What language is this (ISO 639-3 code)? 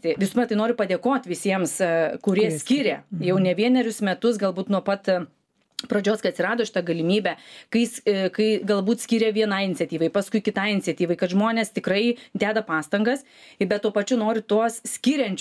lit